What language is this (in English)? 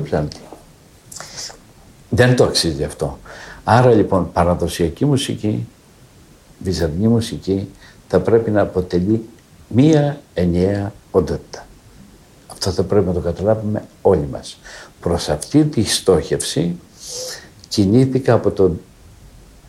Greek